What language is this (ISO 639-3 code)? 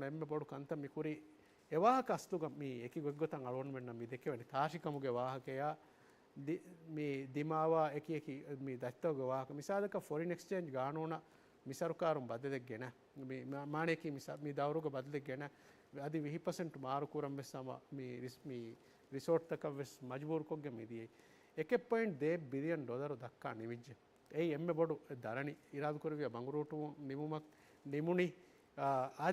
div